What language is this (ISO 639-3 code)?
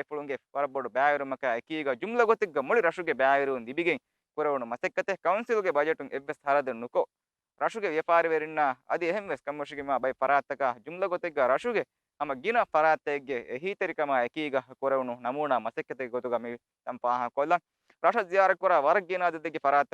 div